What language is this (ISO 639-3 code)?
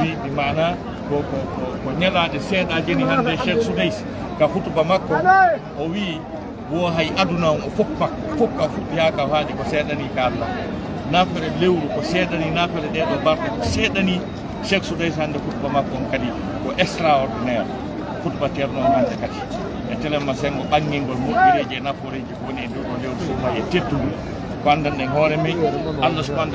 fuf